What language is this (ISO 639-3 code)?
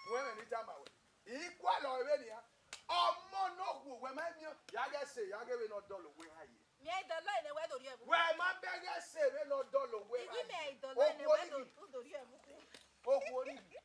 bin